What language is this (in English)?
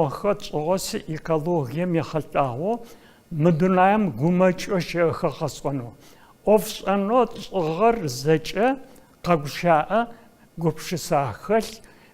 Adyghe